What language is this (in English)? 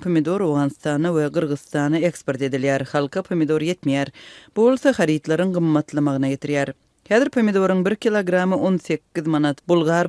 Turkmen